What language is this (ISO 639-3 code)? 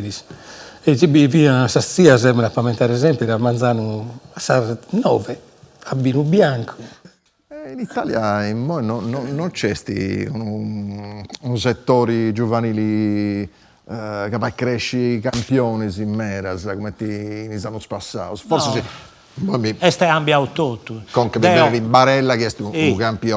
srd